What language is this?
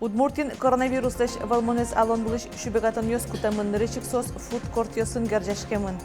Udmurt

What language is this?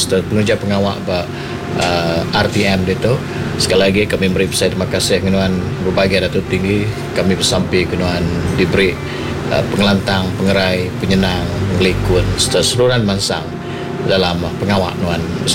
Iban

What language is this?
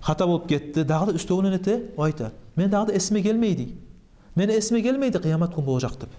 Kumyk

